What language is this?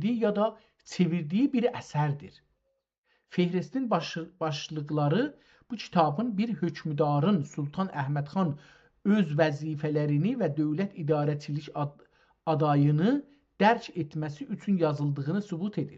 South Azerbaijani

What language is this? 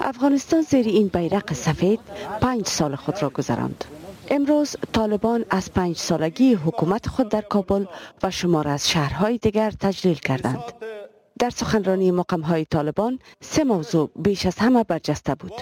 Persian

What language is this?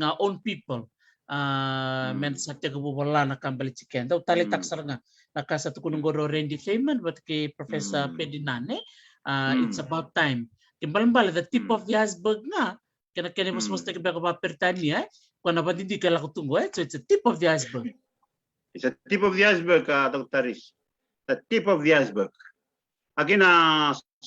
Fijian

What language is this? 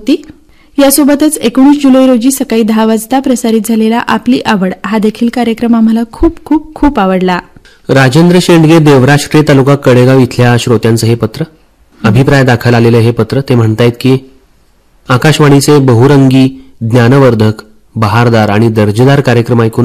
Marathi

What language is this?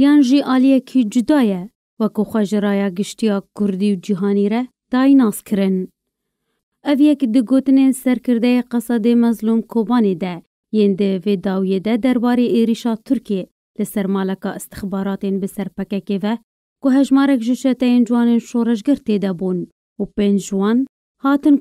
Kurdish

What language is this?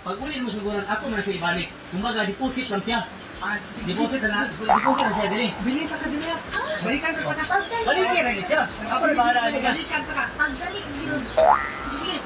Cebuano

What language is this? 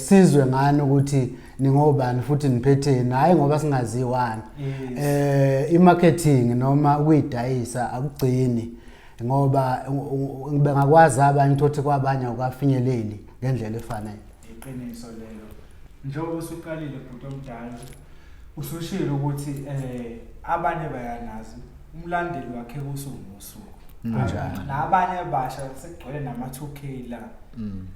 Zulu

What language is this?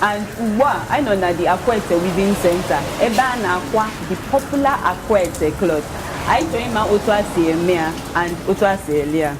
Igbo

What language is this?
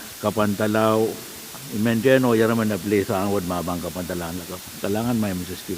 Pohnpeian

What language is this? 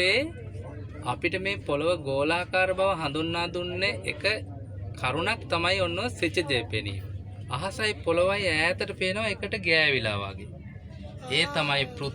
Sinhala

